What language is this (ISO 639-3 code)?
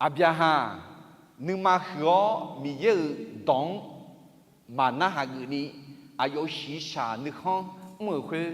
ahk